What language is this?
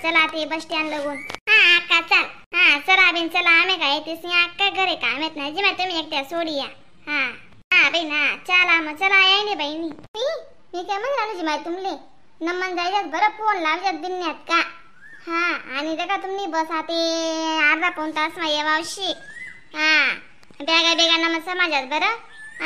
Khandesi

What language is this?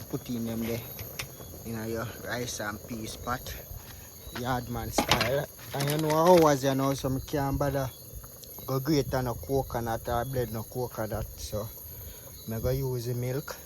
Jamaican Creole English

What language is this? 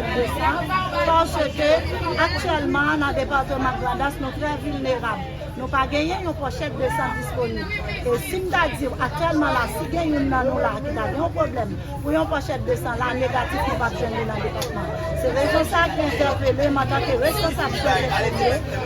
Haitian Creole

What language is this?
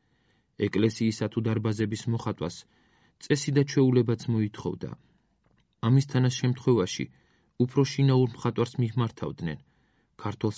Georgian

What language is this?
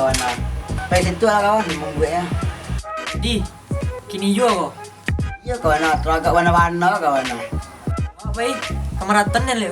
Minangkabau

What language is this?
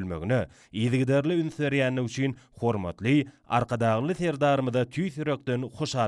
Turkmen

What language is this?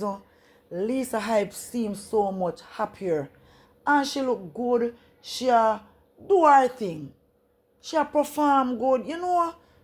Jamaican Creole English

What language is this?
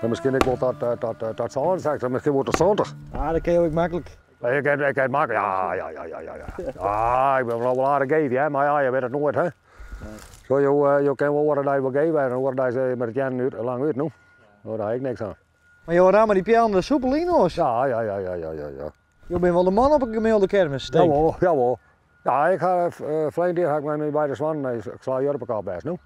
Western Frisian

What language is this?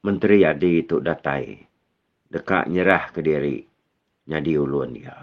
Iban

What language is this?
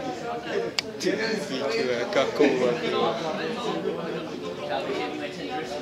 Czech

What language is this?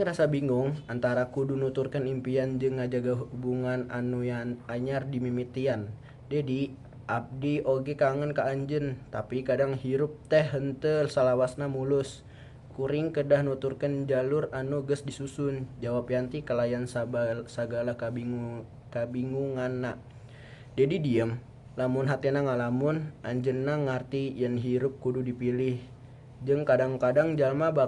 Sundanese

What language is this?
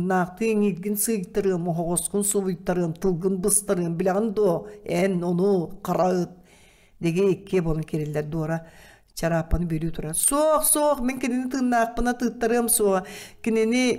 Yakut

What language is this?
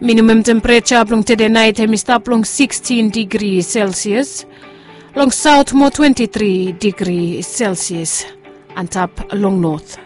Bislama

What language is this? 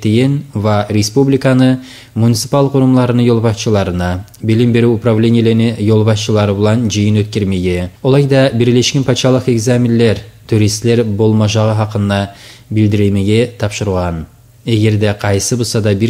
Kumyk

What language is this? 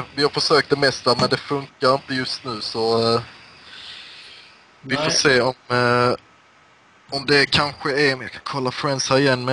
Swedish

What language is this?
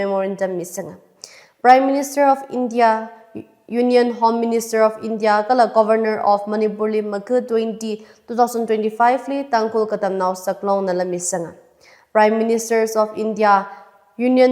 Tangkhul Naga (India)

